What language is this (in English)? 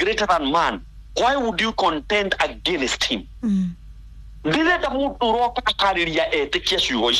Kikuyu